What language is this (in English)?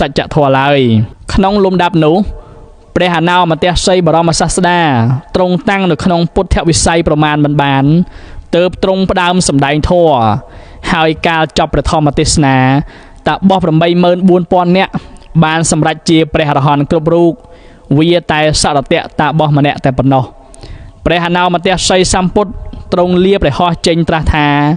Khmer